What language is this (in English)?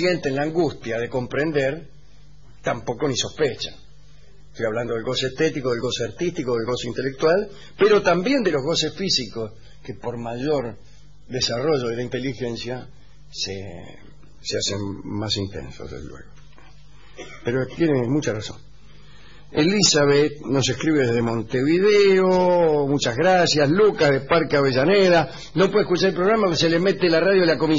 Spanish